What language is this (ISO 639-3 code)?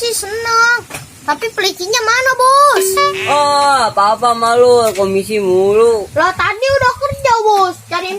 bew